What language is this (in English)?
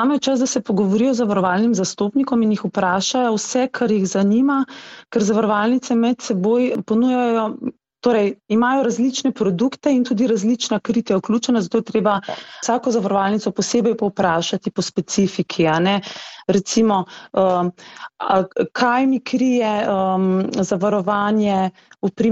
Slovenian